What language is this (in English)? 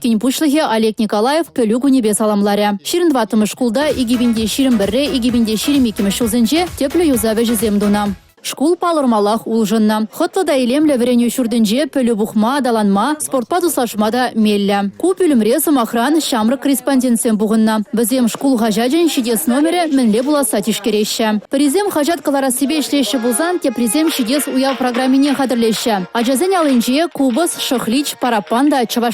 Chuvash